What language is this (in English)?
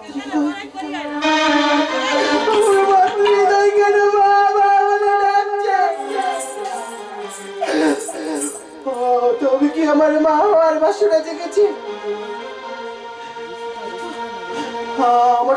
Bangla